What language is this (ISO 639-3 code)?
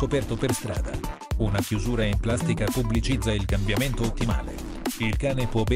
ita